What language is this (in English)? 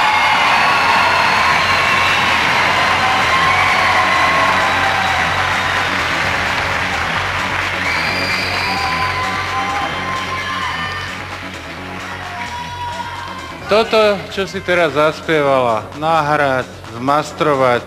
Slovak